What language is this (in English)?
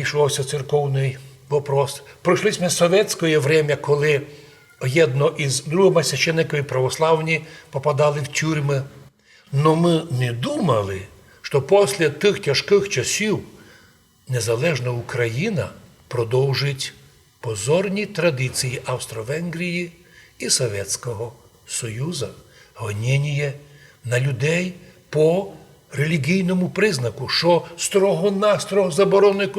Rusyn